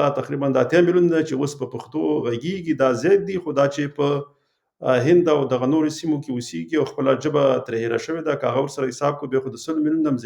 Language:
Pashto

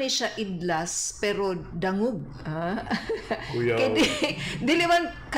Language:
Cebuano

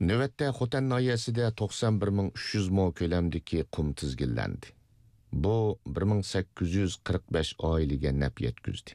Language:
Uyghur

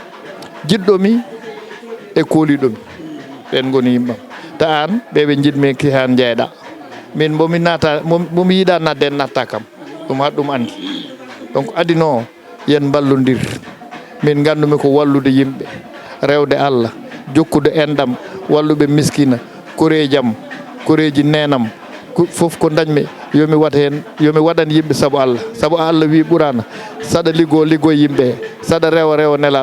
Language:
Fula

